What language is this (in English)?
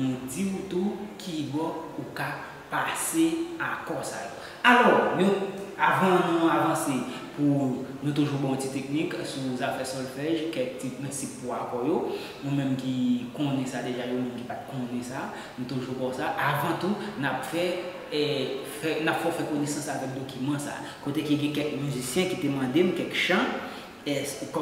Haitian Creole